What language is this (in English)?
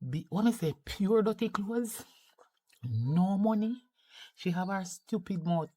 Jamaican Creole English